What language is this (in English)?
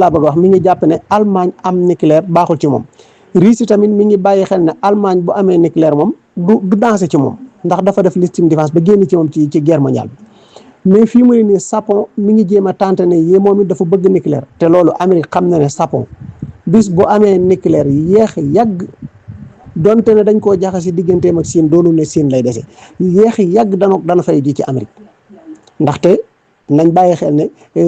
Wolof